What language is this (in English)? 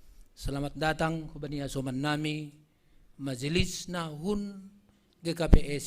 Batak Simalungun